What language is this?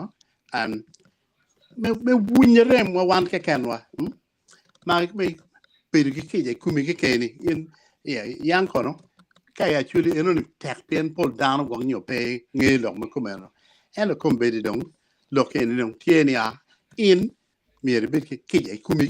Acoli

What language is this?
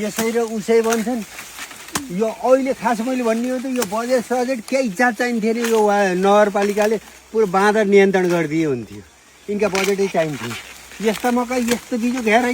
Nepali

